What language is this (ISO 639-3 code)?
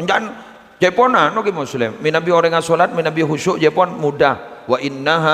mad